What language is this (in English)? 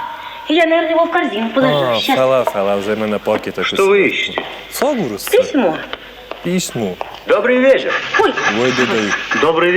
Ossetic